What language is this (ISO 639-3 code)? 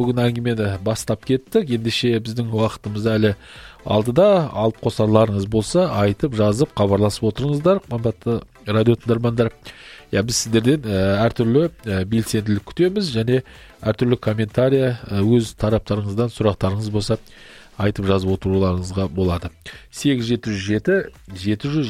kaz